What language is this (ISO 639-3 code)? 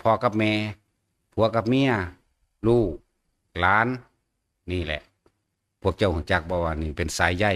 tts